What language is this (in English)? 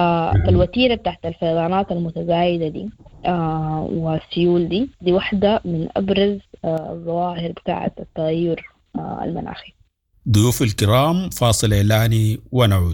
Sudanese Arabic